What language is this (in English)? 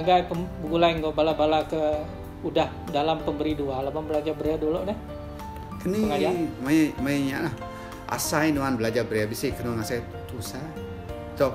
Iban